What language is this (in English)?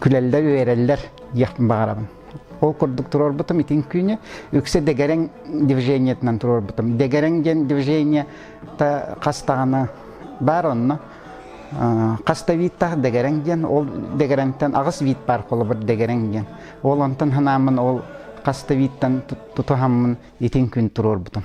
Yakut